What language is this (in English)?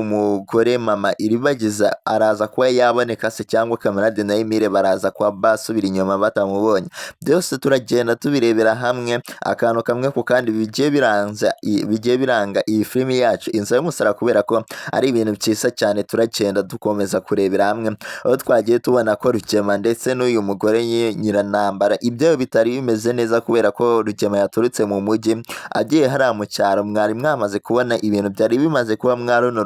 Kinyarwanda